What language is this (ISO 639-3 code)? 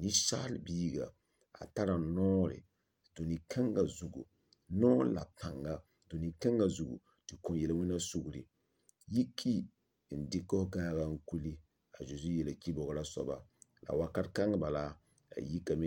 mos